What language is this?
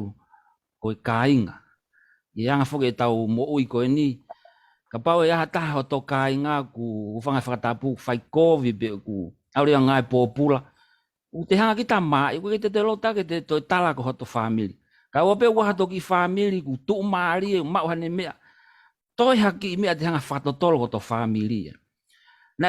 Tongan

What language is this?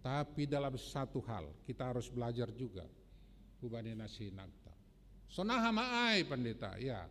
Batak Simalungun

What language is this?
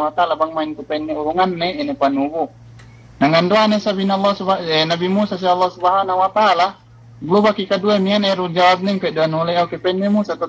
Yakan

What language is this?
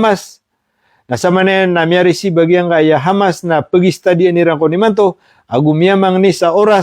Maranao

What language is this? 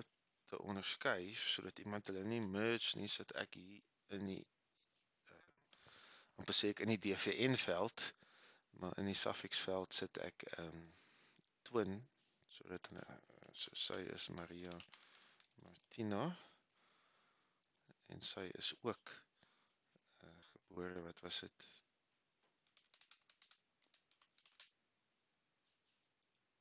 Afrikaans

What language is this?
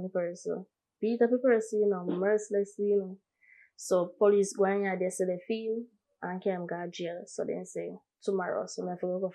Jamaican Creole English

